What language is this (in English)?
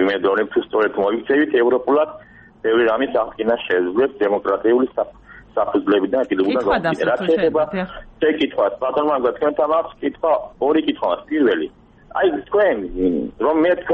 Georgian